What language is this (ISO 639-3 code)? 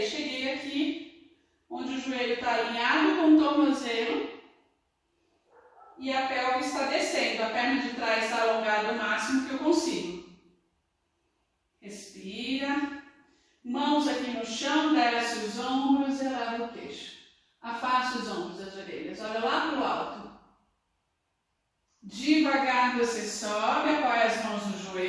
por